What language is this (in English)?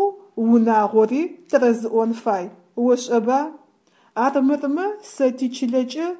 Adyghe